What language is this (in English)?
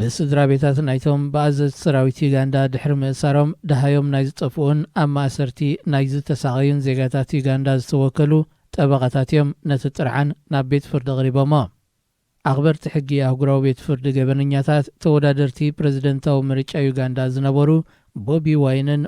Tigrinya